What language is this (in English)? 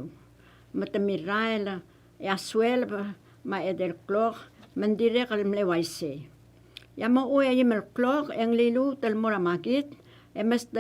Palauan